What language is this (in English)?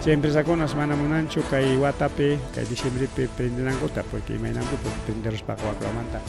Ayacucho Quechua